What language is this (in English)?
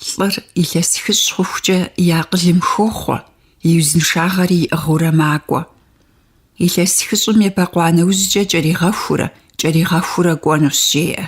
Kabardian